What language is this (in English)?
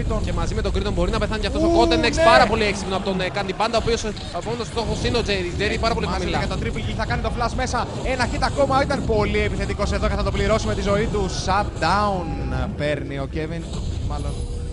Greek